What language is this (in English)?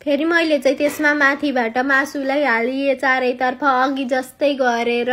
Nepali